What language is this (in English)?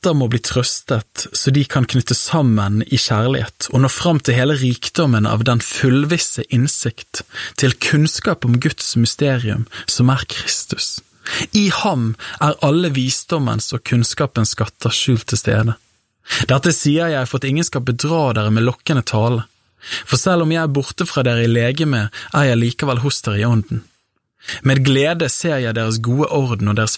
Norwegian